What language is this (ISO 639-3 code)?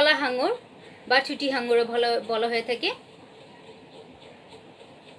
ben